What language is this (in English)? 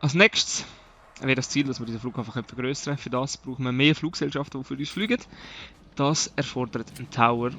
Swiss German